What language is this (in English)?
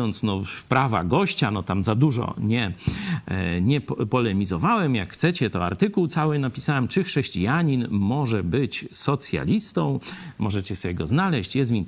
Polish